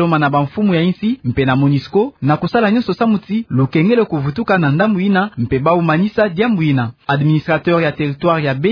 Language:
Kituba (Democratic Republic of Congo)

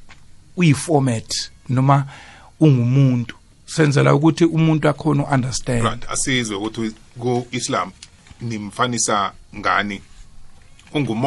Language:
South Ndebele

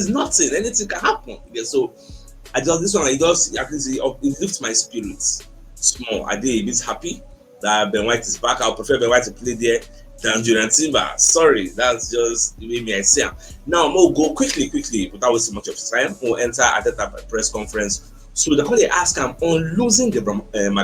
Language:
Nigerian Pidgin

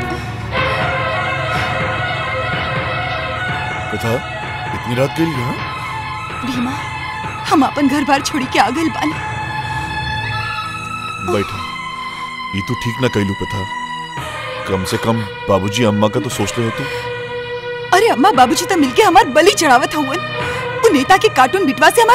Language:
Bhojpuri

